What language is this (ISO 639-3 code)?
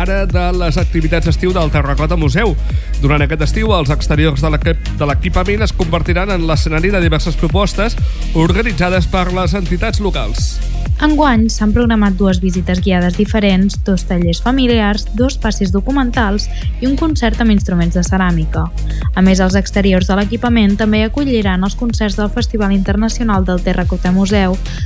cat